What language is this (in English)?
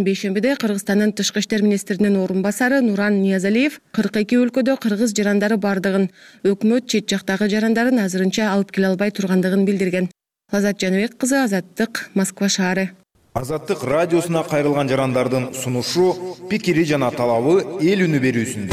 Kyrgyz